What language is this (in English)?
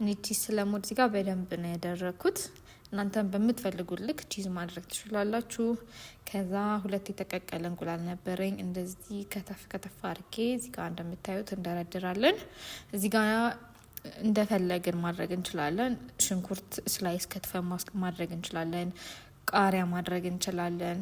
Amharic